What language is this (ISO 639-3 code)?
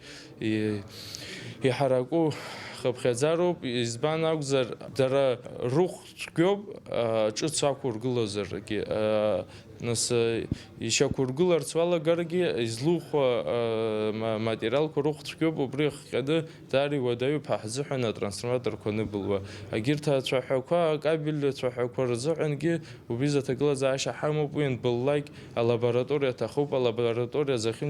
abk